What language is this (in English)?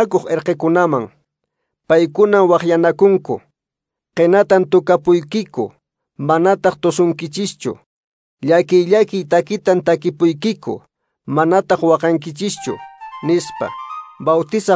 Quechua